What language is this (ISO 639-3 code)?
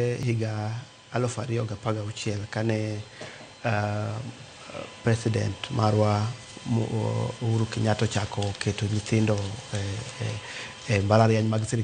luo